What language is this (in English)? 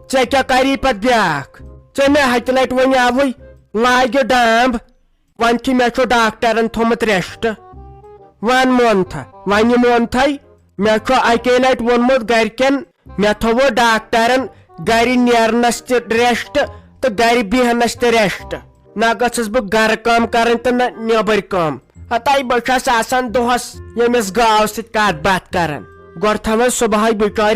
Kashmiri